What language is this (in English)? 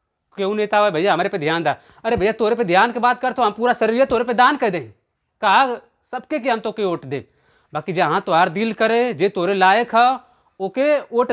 Bhojpuri